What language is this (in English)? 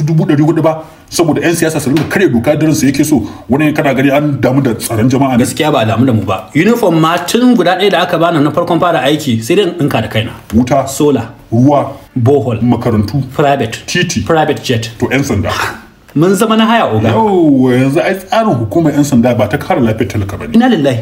Hausa